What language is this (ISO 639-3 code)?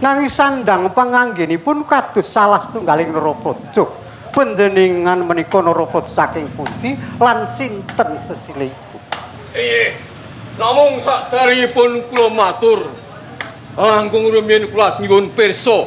jav